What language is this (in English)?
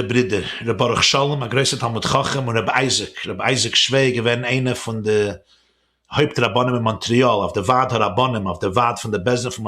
Yiddish